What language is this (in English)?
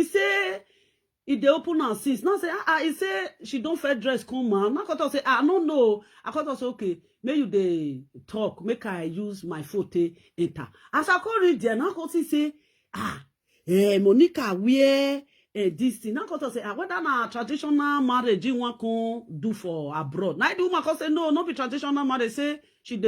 Nigerian Pidgin